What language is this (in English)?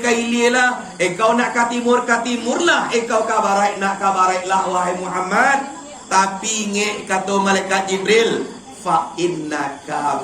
Minangkabau